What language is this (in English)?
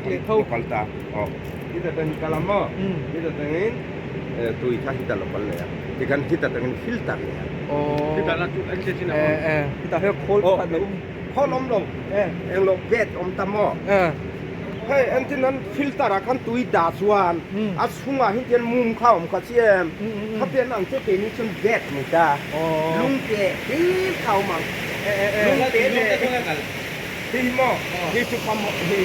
Hakha Chin